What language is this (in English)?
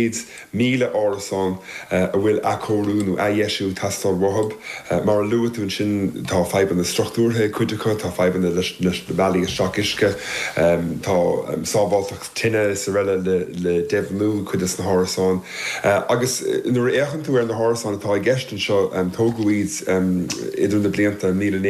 Irish